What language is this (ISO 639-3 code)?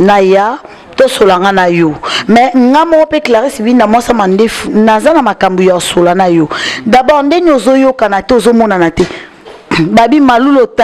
lin